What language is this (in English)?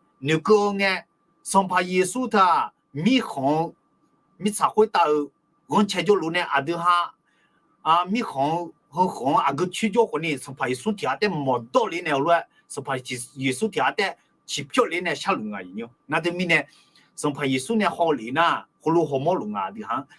Akha